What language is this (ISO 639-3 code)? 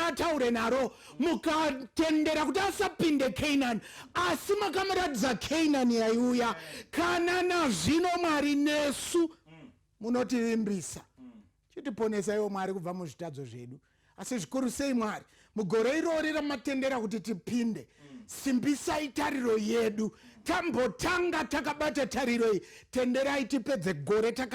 sna